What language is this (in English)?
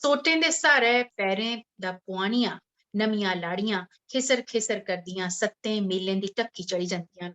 Dogri